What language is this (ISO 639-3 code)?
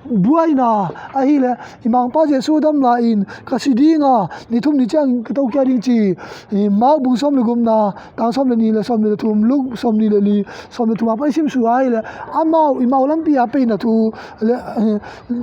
ctd